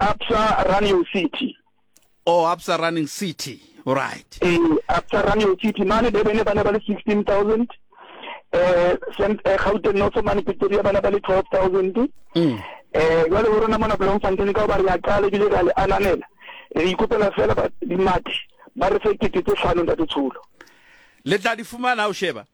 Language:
Southern Sotho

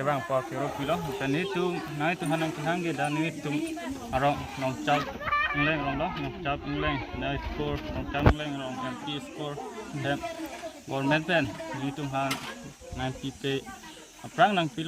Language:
Karbi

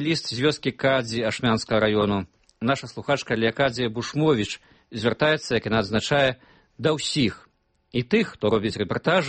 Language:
Belarusian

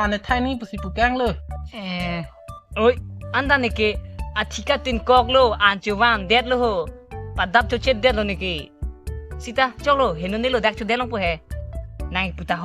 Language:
Karbi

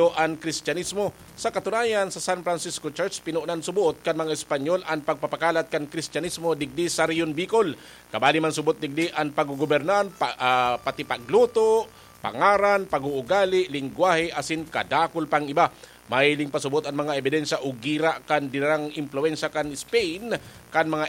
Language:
Bikol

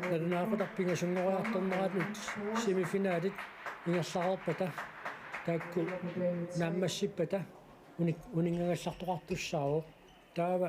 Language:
Kalaallisut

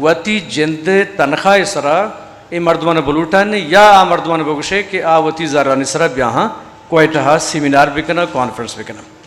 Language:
Eastern Balochi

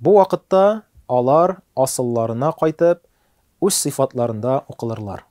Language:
Tatar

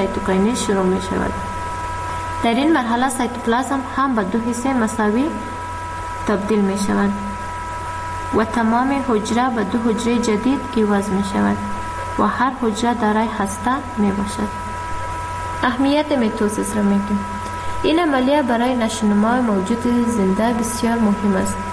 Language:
Persian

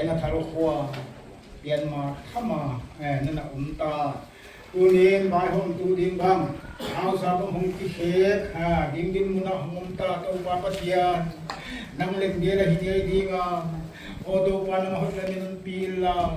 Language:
Paite Chin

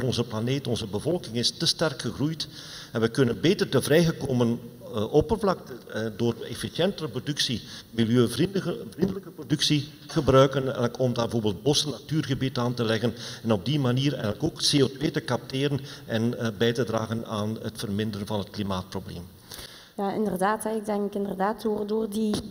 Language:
Dutch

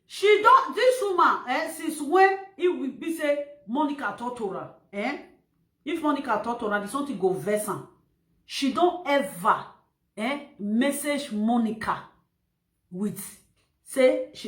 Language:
Nigerian Pidgin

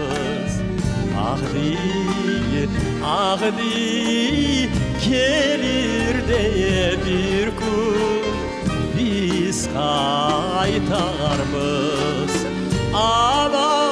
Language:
Crimean Tatar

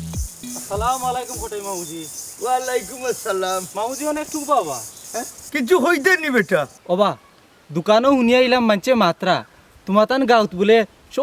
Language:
Sylheti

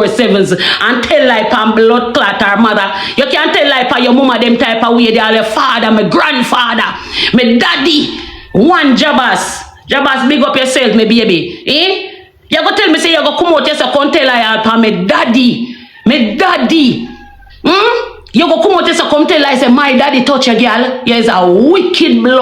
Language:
Jamaican Creole English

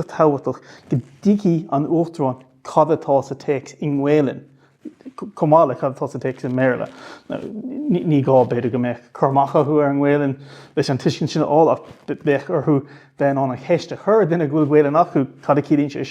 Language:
Irish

